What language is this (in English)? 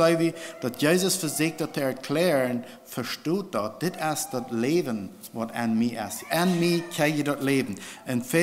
Plautdietsch